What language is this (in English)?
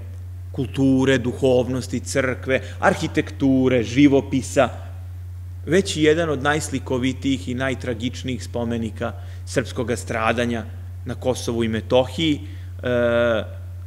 Serbian